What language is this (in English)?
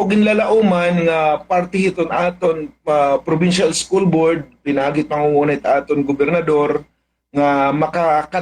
Waray